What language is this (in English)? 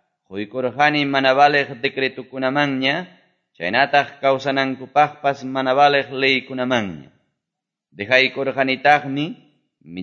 Quechua